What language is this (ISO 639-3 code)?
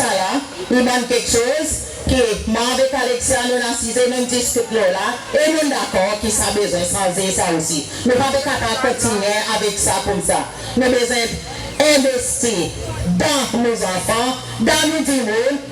crs